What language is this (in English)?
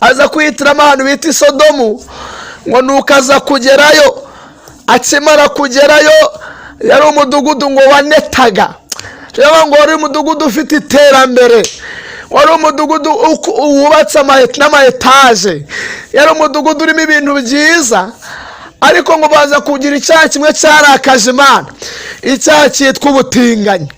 Kinyarwanda